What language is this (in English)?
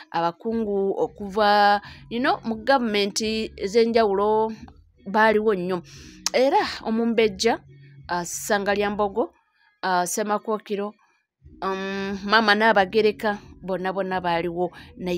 Ganda